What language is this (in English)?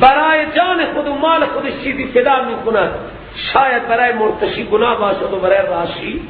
Persian